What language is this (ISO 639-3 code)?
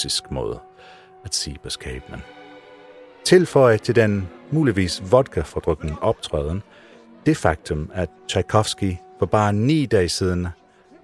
dan